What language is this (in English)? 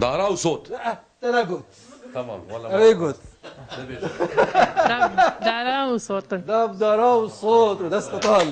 Kurdish